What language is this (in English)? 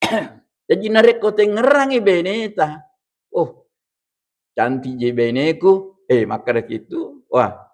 Buginese